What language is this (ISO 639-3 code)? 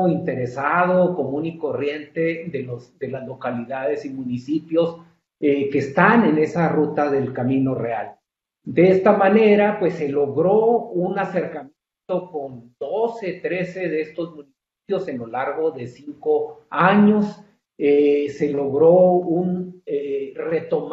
spa